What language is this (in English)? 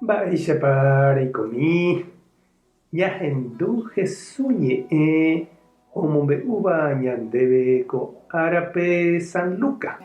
Guarani